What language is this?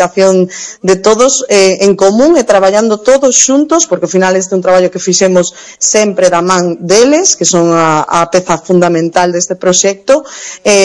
Galician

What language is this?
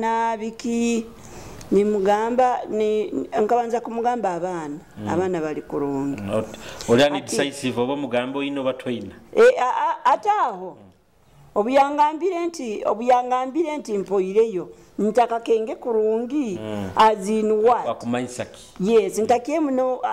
Nyoro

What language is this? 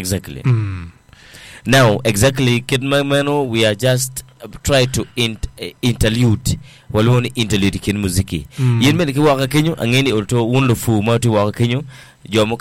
Acoli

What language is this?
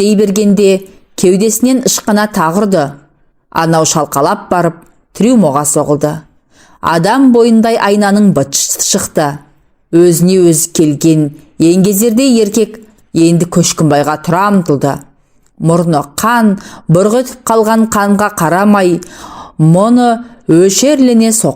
Kazakh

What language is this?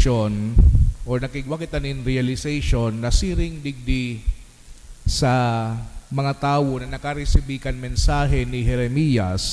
Bikol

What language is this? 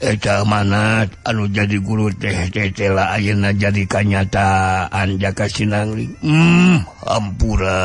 Sundanese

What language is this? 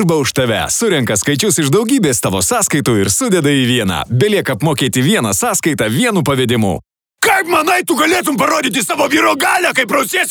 Lithuanian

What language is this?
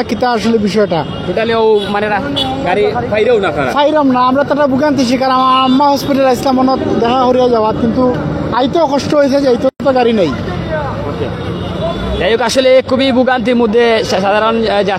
Sylheti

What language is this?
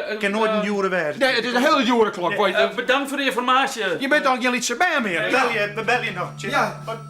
Western Frisian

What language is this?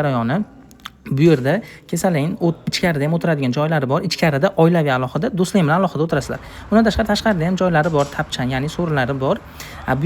Uzbek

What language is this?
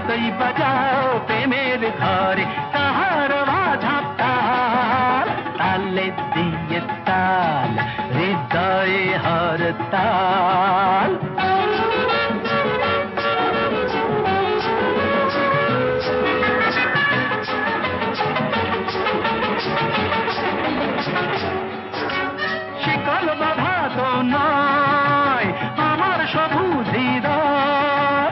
Bangla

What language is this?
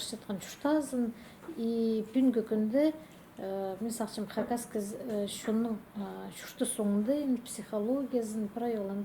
Khakas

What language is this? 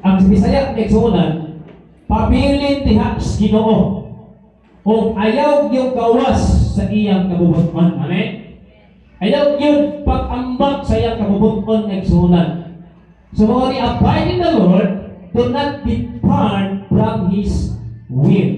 Cebuano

